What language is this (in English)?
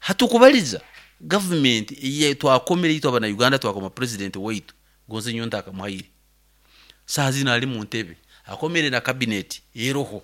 Nyoro